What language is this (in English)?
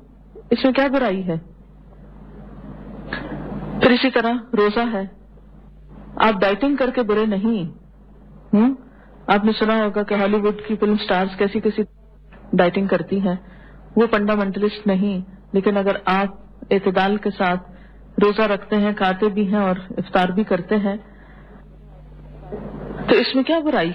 Urdu